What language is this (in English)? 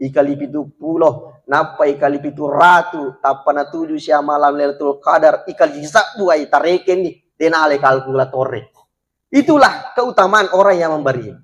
Buginese